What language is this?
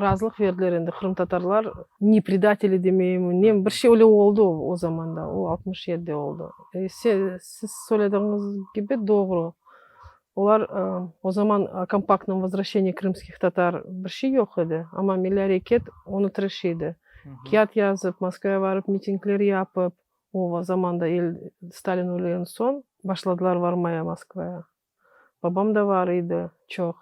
Crimean Tatar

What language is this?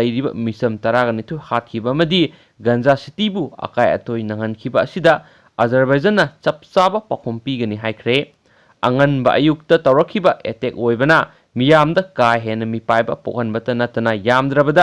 Manipuri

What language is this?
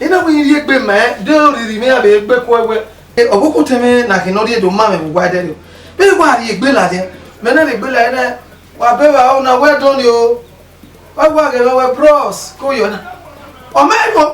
Bini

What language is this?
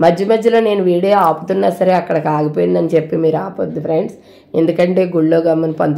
Telugu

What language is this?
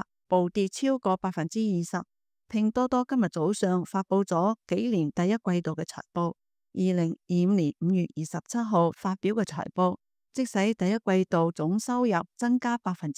Cantonese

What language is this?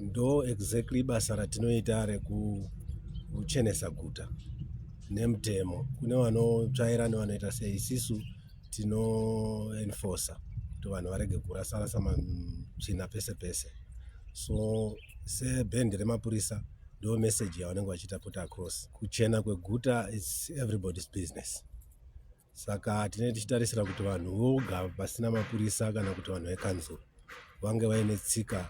Shona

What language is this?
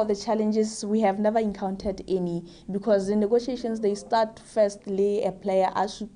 Tswana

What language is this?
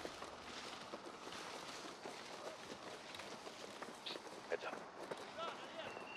English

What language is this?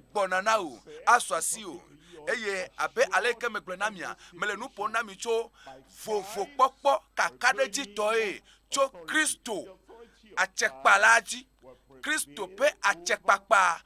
Ewe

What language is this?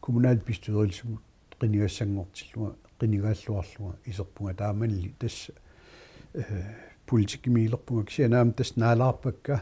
Kalaallisut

